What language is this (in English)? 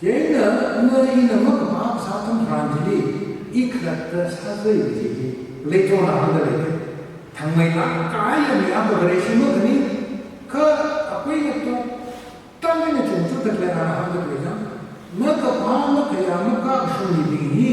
Tangkhul Naga (India)